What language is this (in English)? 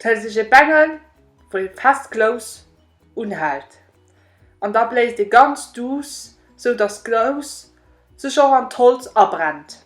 Luxembourgish